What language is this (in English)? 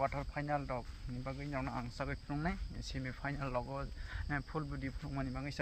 Kok Borok